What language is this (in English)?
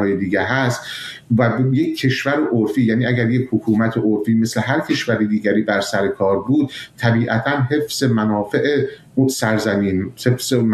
Persian